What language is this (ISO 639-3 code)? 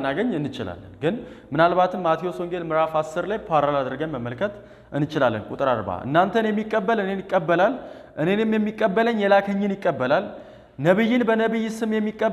amh